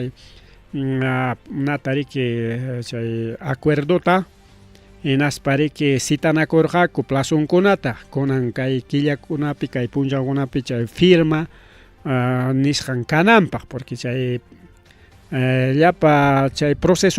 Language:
Ayacucho Quechua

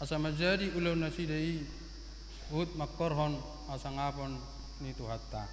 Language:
Batak Toba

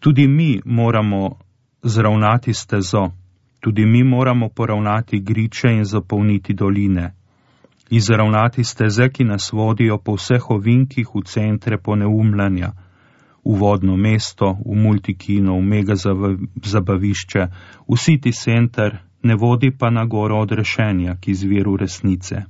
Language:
Slovenian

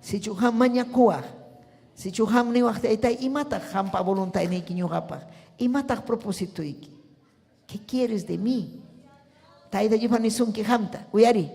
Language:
Ayacucho Quechua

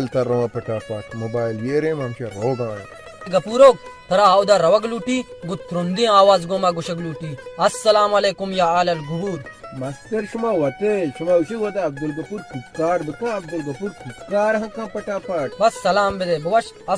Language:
Baluchi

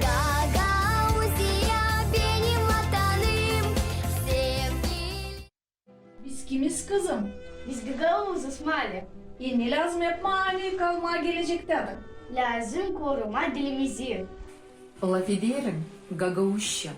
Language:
Gagauz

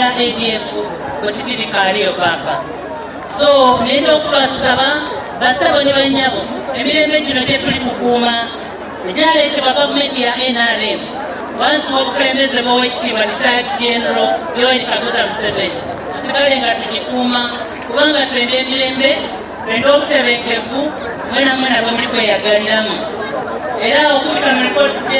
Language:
Soga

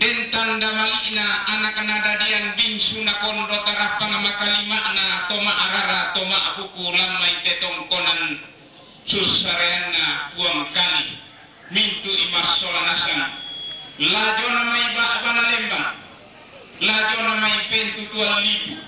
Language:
Toraja-Sa'dan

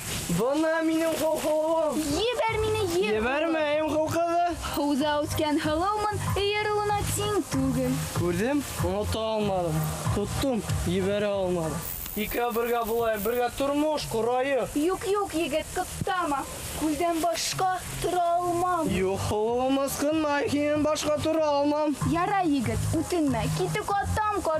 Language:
Bashkir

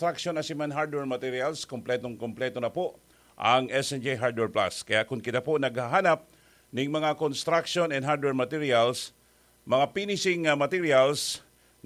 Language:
Bikol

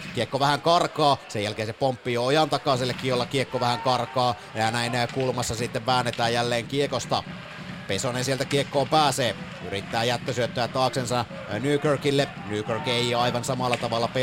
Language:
Finnish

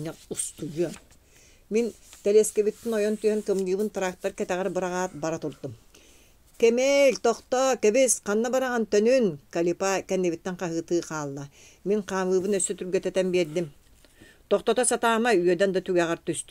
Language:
Yakut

